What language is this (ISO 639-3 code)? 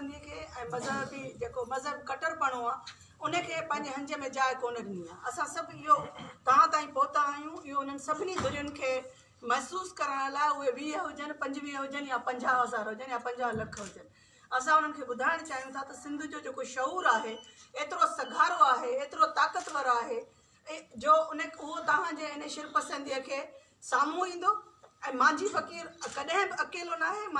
snd